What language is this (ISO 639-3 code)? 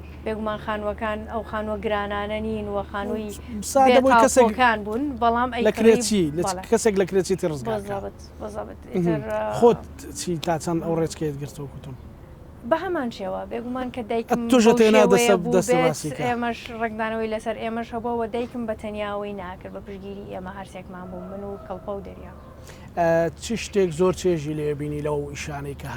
ckb